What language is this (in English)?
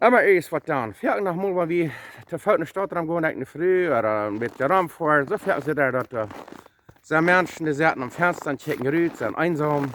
Plautdietsch